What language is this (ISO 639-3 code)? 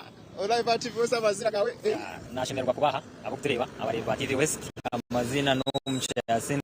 nyn